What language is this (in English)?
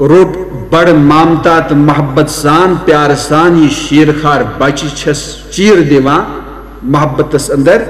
Kashmiri